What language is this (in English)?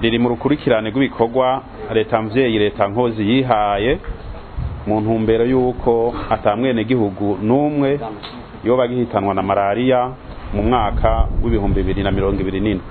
Rundi